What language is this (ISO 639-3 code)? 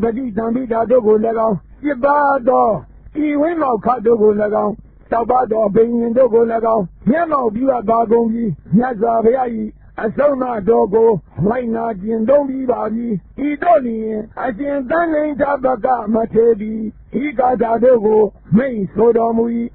mya